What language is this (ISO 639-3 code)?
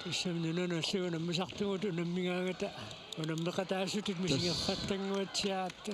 kal